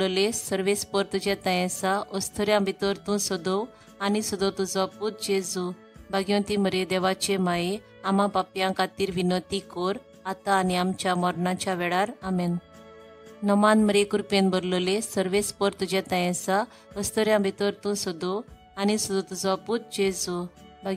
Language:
Konkani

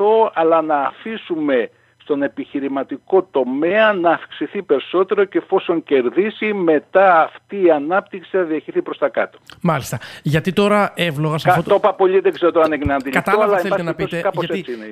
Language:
Greek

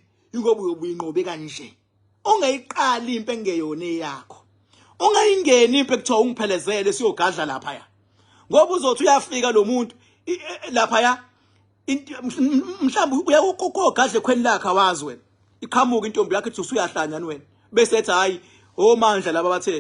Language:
Zulu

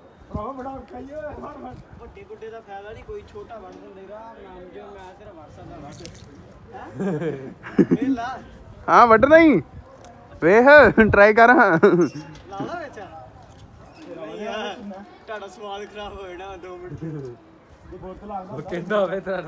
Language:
Punjabi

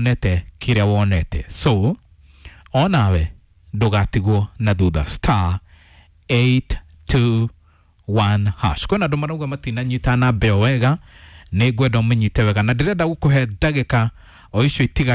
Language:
Kikuyu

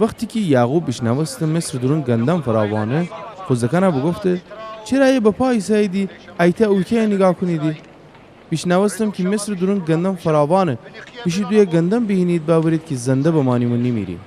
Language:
Gilaki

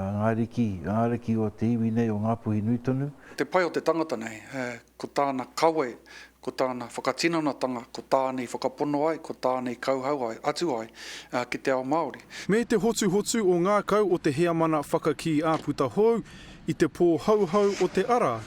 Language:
Māori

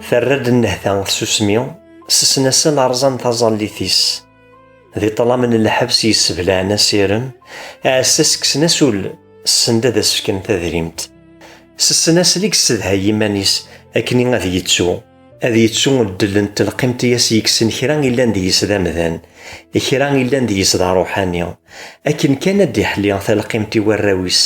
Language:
Kabyle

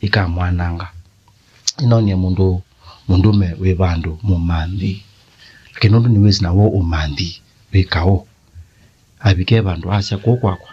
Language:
Kamba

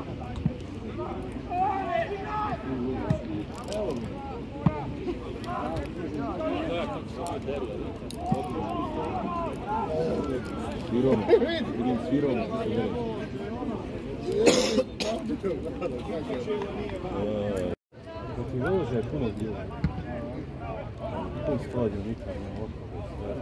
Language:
Croatian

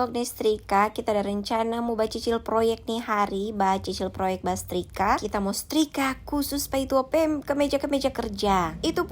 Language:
Manado Malay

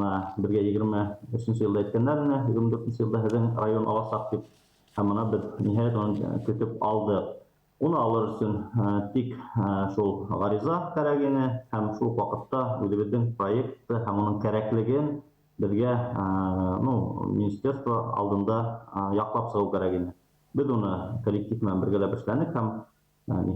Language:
Bashkir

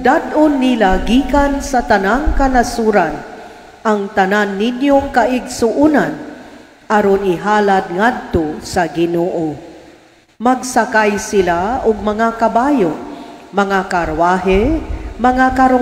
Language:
Cebuano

